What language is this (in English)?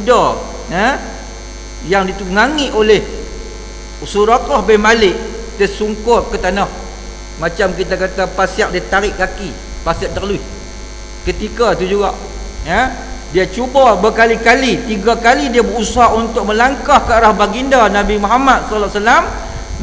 Malay